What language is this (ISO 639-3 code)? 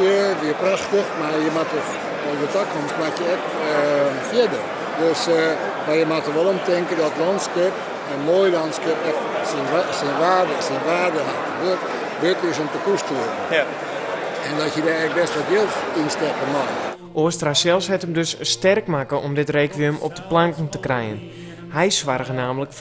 fry